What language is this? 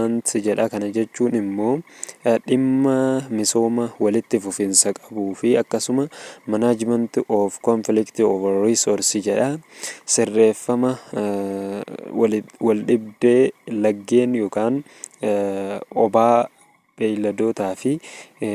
Oromo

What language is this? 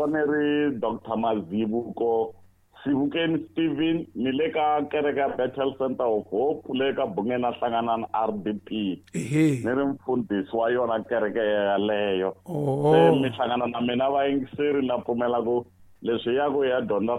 Tsonga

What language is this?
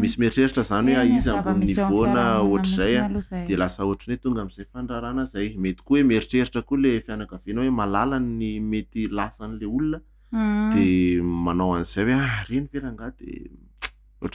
Malagasy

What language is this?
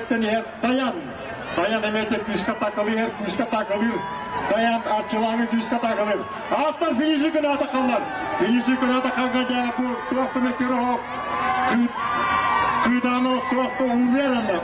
Yakut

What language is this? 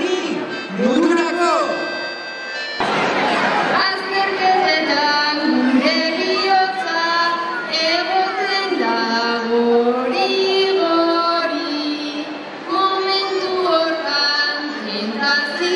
Basque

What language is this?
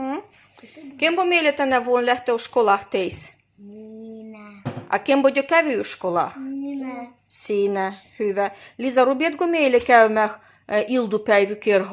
Livvi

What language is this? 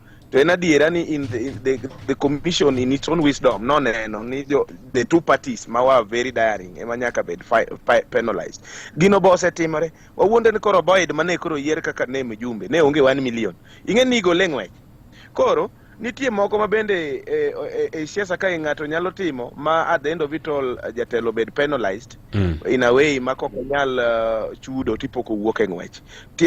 Luo (Kenya and Tanzania)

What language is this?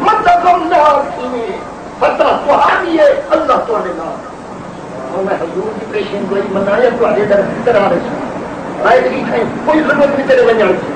Saraiki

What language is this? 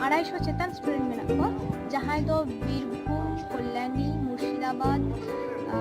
Santali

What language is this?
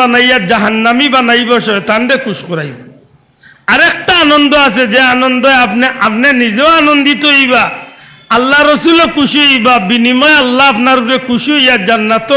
Sylheti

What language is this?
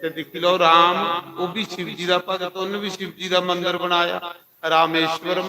Dogri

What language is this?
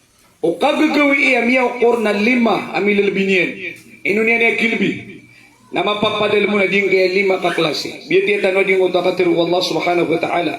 Maranao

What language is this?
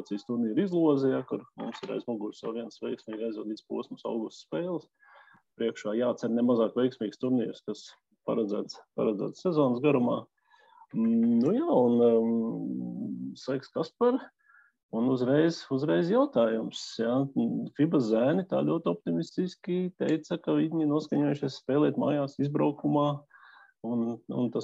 Latvian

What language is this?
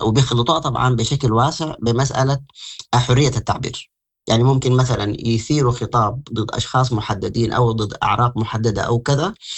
Sudanese Arabic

